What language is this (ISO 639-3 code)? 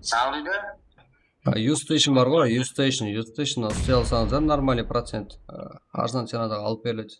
kaa